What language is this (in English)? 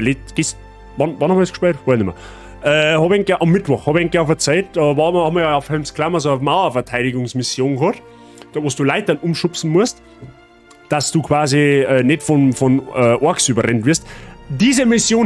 Bavarian